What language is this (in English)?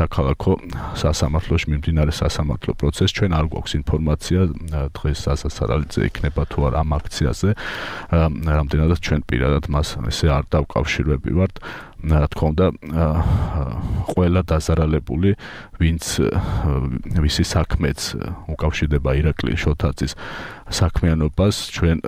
Georgian